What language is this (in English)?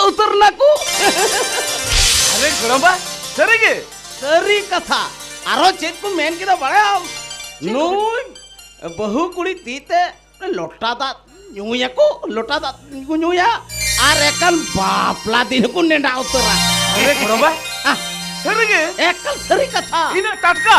Santali